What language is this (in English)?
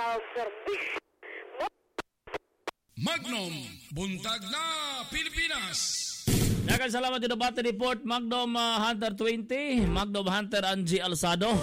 Cebuano